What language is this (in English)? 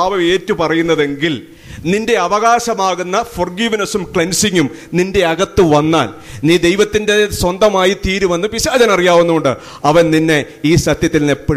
Malayalam